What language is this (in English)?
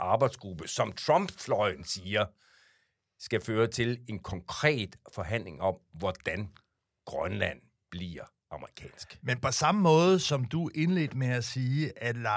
Danish